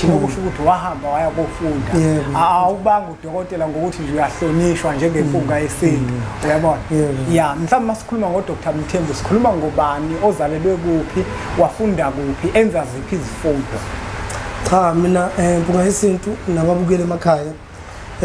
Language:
Zulu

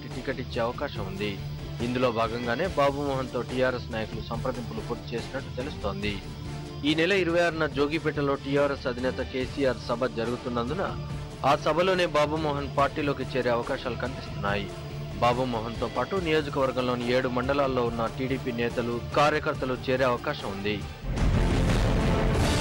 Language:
Telugu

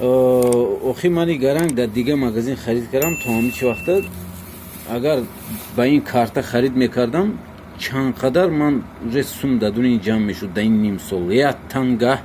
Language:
Tajik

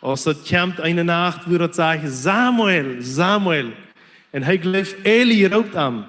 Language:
Plautdietsch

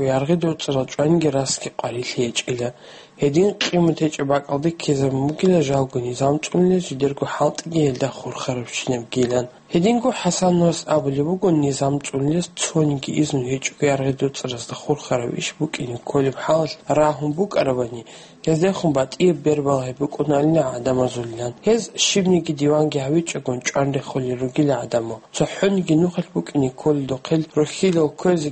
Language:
Avaric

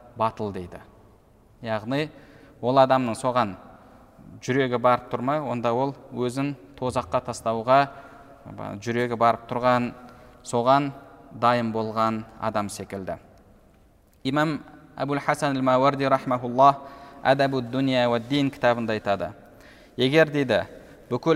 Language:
Kazakh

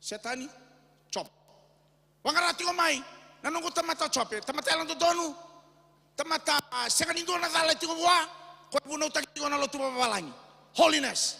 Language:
Fijian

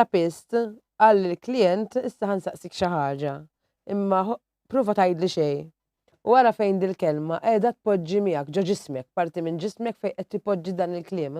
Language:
Maltese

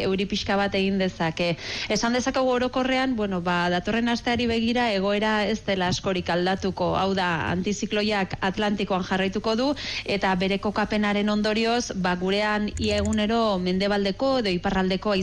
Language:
Basque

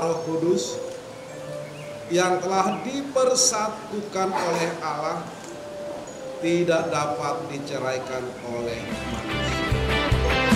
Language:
Indonesian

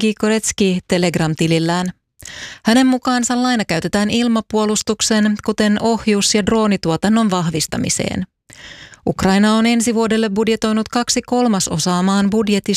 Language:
Finnish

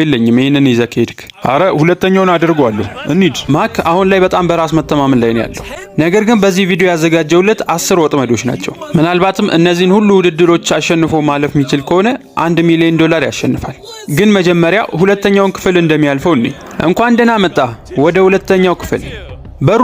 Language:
Amharic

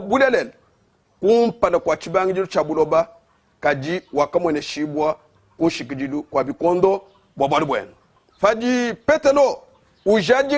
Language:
Luba-Lulua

